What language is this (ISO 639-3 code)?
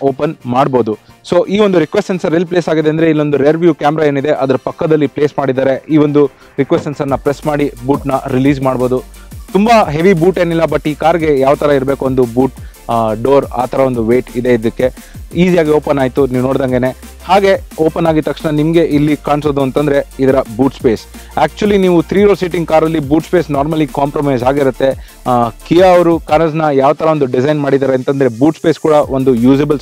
kan